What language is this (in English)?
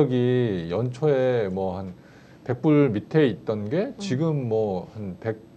Korean